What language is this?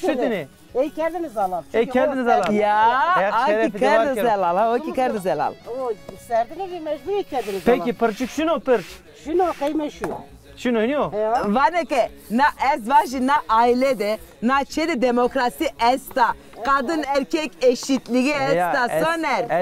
Zaza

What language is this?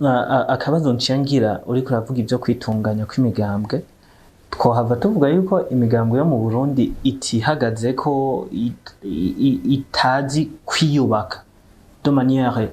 Rundi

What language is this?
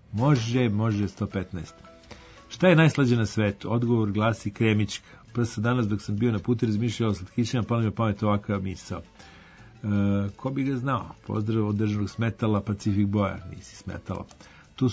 Serbian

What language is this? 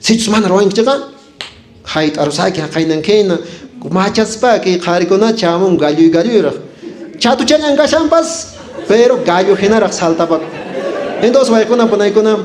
Quechua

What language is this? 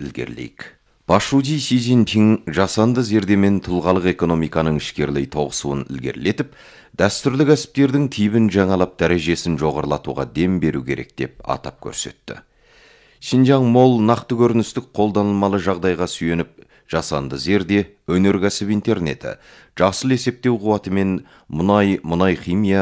Kazakh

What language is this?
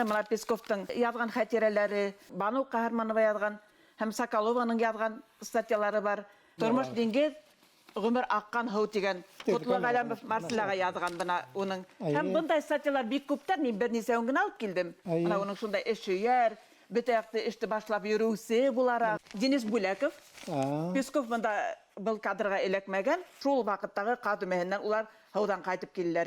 Bashkir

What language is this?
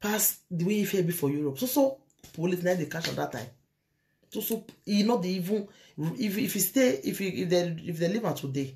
Nigerian Pidgin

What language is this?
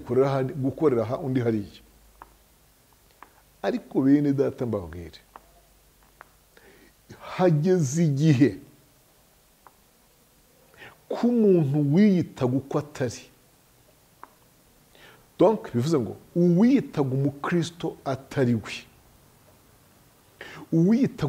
Kinyarwanda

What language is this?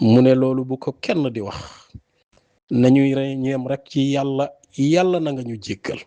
Wolof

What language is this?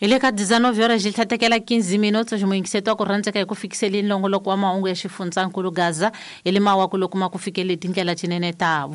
Tsonga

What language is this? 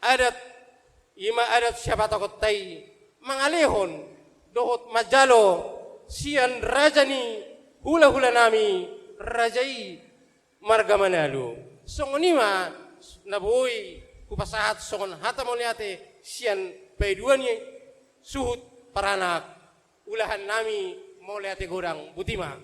Batak Toba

